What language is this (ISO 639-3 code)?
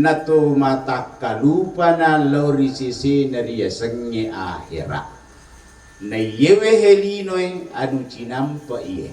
bug